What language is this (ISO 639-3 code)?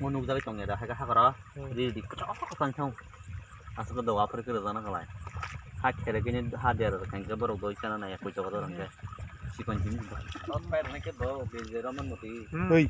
trp